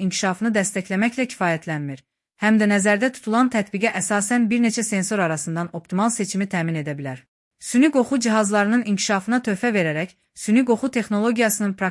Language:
Azerbaijani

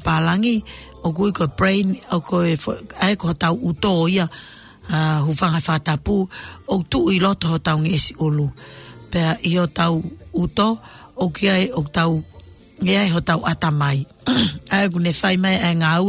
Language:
Tongan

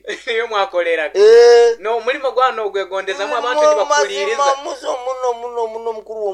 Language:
Nyoro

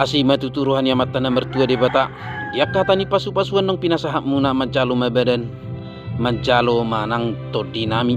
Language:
Batak Toba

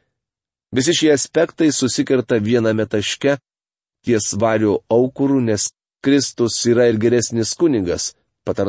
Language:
Lithuanian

